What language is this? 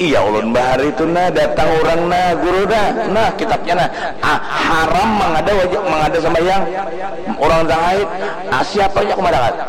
Banjar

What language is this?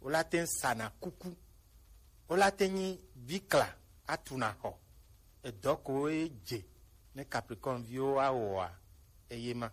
Gen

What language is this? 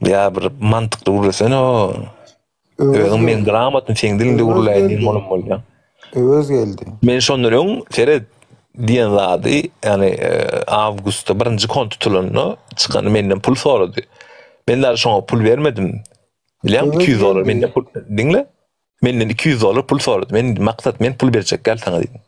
Turkmen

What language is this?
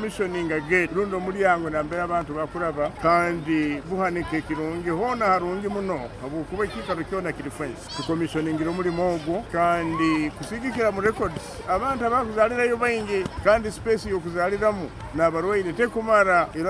Nyoro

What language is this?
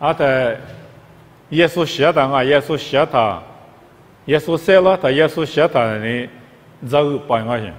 Lisu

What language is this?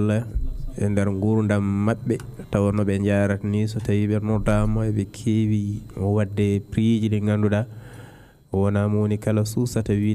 Fula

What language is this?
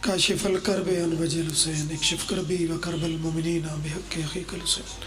Pahari-Potwari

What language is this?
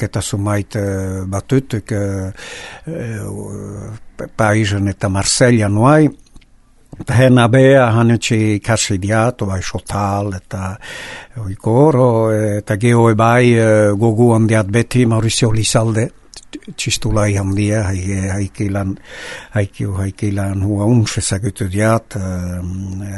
Basque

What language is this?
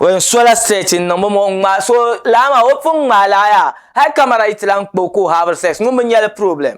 Dagbani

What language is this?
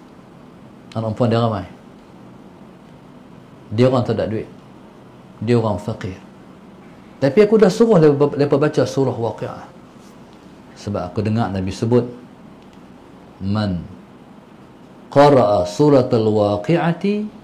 Malay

